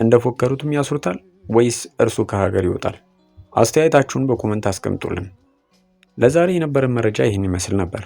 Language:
Amharic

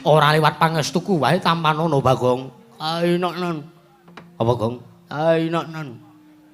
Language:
Javanese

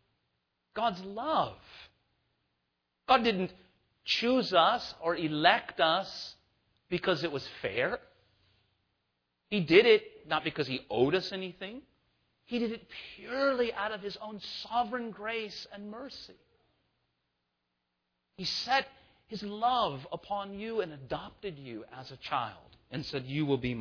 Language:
English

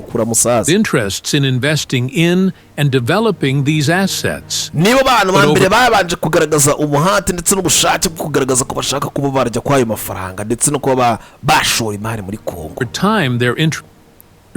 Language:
Kinyarwanda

